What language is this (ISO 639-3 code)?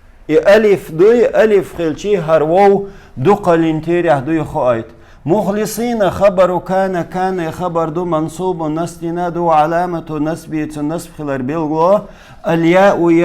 che